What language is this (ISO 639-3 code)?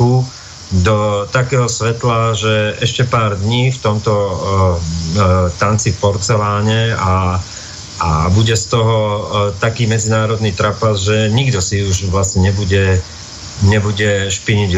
slk